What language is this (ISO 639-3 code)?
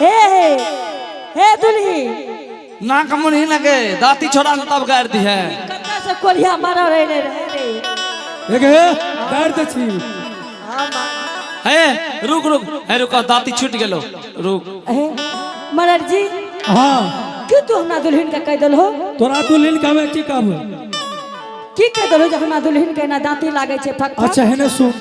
anp